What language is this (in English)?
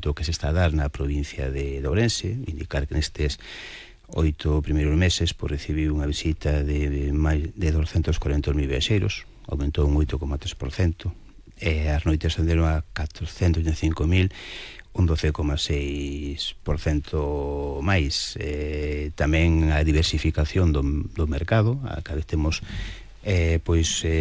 Galician